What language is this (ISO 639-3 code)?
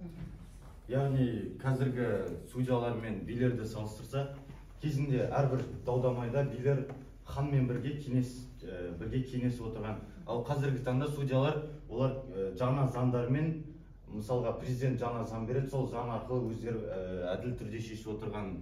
kaz